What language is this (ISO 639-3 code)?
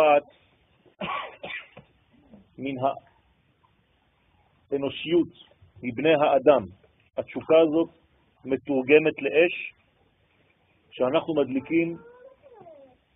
heb